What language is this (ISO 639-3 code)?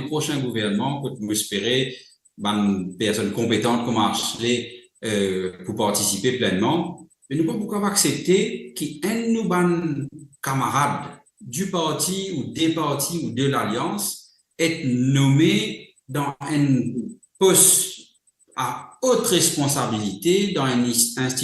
mfe